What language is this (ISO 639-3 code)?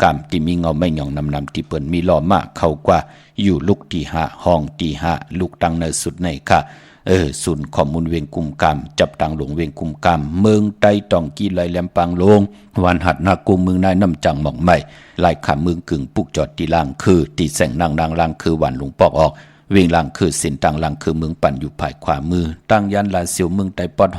shn